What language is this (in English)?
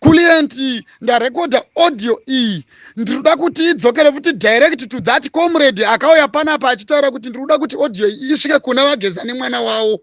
Shona